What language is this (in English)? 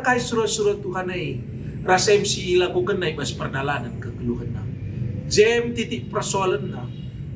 Batak Karo